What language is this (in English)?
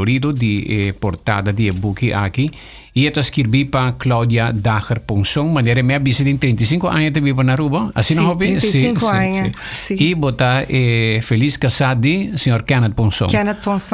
Papiamento